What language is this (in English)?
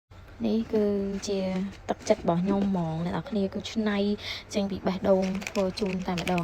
Khmer